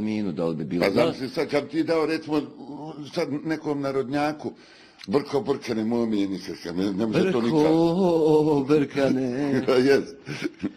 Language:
Bosnian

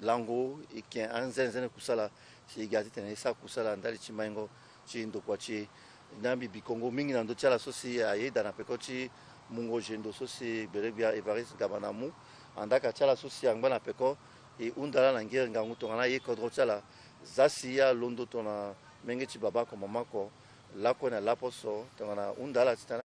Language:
Sango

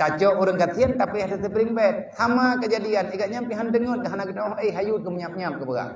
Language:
Achinese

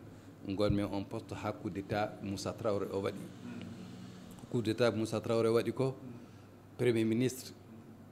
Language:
Fula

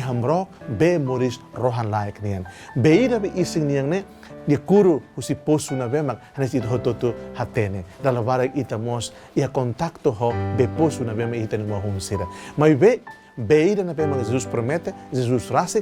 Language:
Tetum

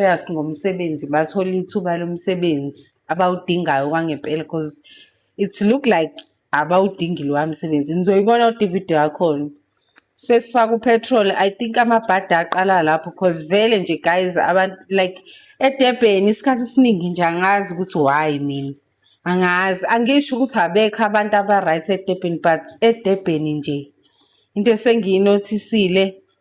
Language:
Zulu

